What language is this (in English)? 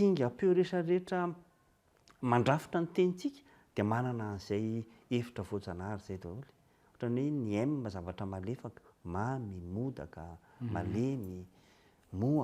Malagasy